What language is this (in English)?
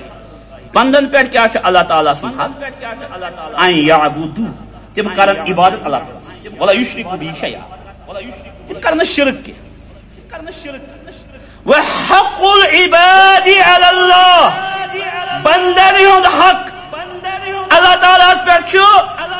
Kashmiri